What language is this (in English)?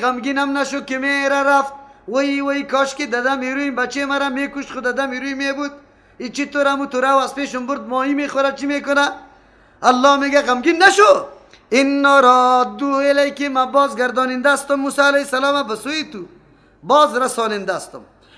Persian